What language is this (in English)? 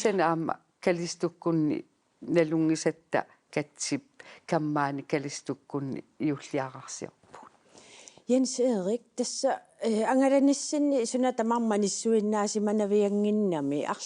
Kalaallisut